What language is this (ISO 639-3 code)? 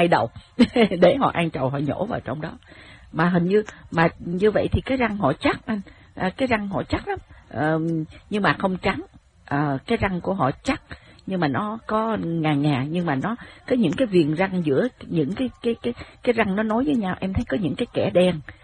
vie